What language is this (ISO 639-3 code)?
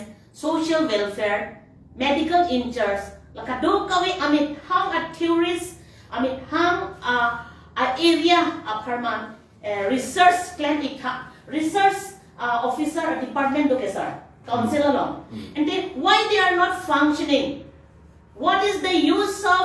mjw